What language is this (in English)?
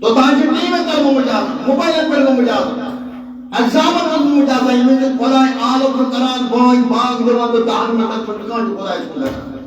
Kashmiri